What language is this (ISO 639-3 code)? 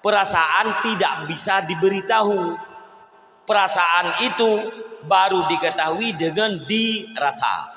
ace